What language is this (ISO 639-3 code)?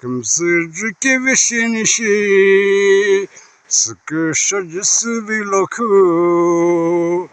nsm